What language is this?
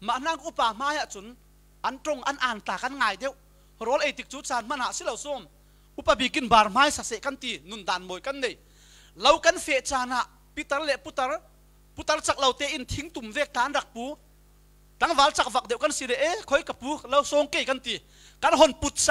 Falam Chin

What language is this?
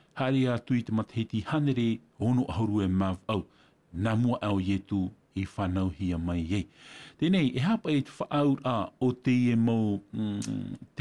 Tahitian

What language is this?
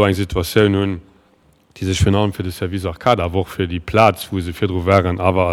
Luxembourgish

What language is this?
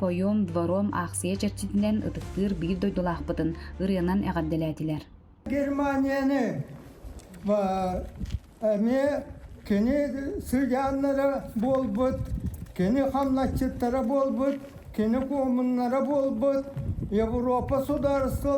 Yakut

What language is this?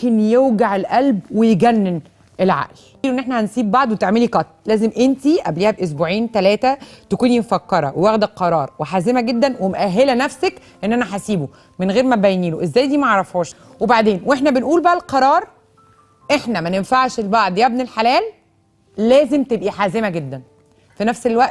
Egyptian Arabic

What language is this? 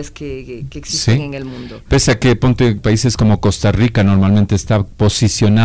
Spanish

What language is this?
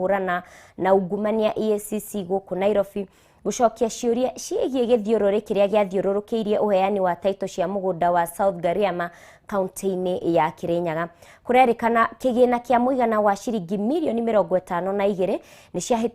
Kikuyu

